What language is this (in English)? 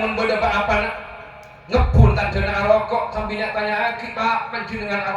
Madurese